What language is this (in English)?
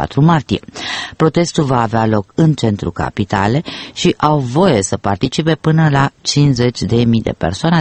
Romanian